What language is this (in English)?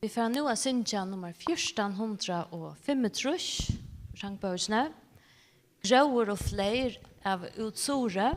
Faroese